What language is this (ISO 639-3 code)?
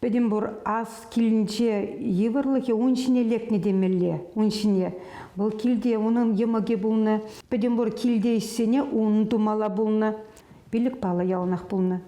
chv